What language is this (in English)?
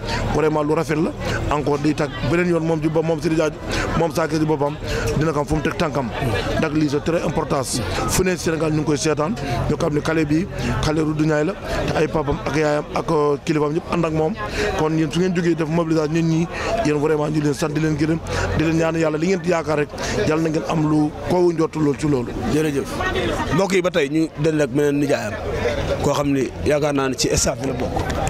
Wolof